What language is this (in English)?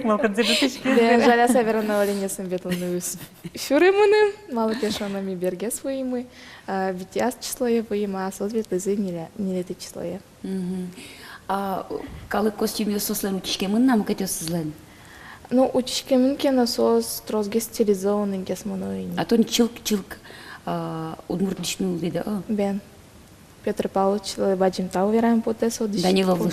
Udmurt